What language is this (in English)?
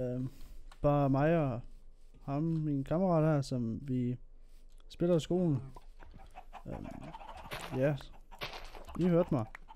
Danish